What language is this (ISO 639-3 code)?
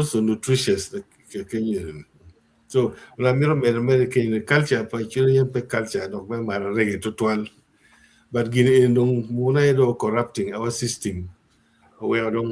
ach